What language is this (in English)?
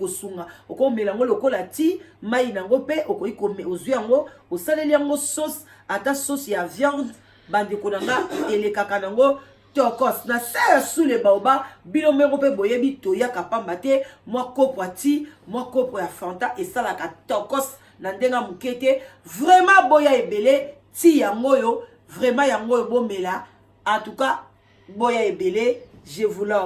Lingala